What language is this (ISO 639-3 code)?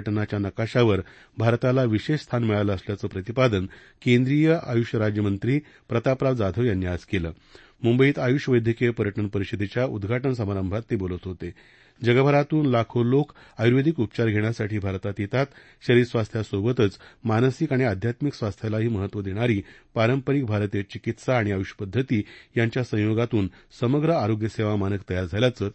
mar